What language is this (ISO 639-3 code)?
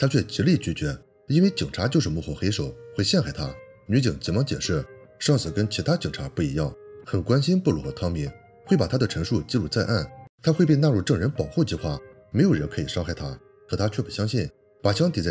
zho